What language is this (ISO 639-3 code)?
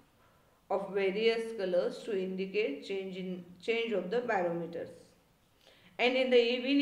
mar